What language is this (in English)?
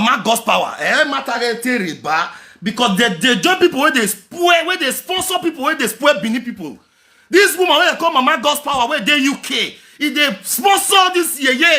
Nigerian Pidgin